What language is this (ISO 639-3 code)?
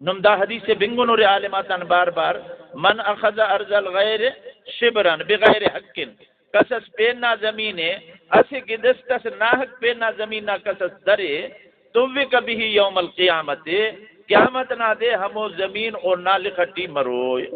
brh